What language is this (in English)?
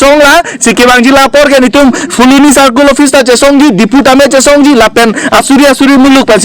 Karbi